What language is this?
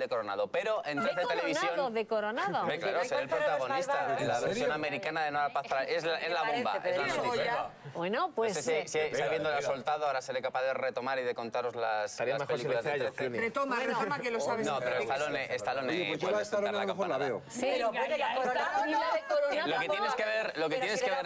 Spanish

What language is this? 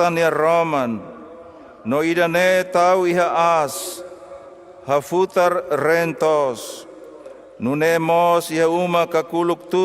Tetum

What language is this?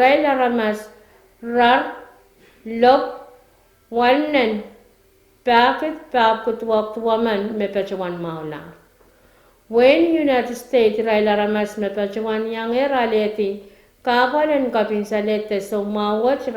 Pohnpeian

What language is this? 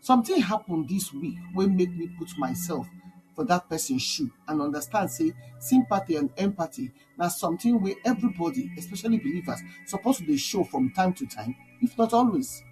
Nigerian Pidgin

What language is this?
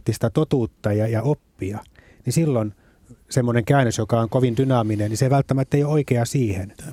Finnish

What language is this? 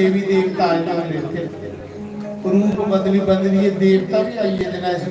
Dogri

